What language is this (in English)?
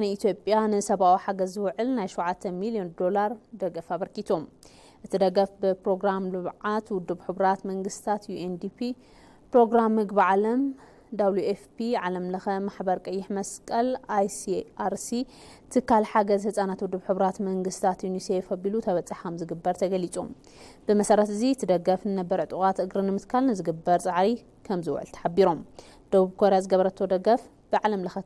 Tigrinya